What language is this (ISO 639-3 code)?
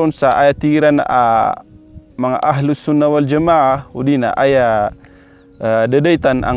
mrw